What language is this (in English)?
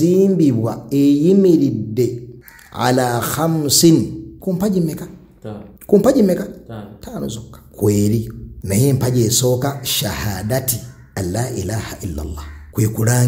Ganda